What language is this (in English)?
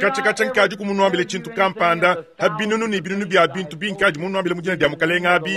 Luba-Lulua